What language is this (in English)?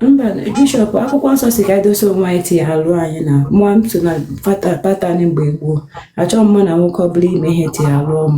Igbo